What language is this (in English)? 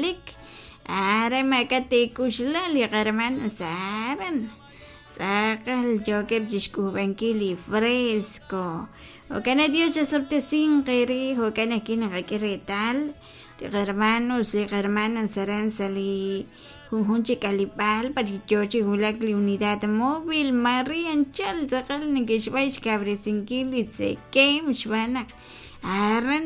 Kekchí